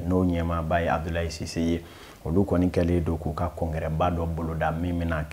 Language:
Bambara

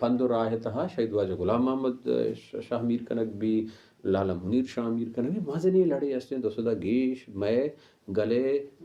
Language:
Baluchi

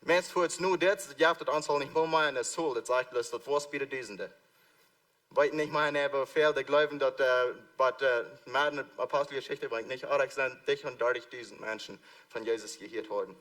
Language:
Plautdietsch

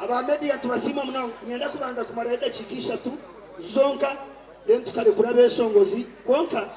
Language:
Nyankole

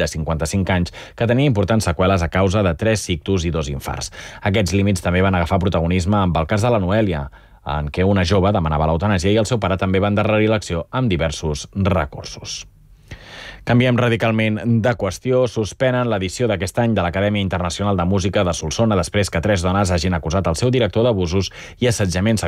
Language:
Catalan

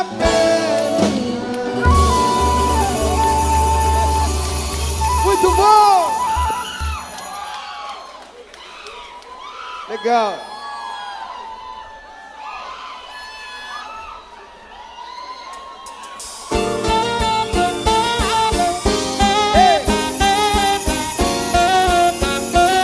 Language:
Portuguese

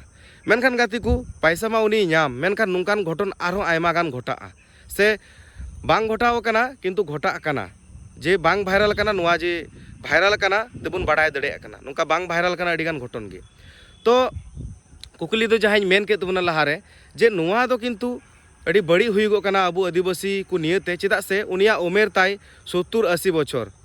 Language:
Santali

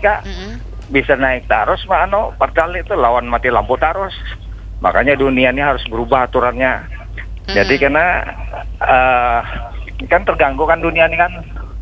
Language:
Banjar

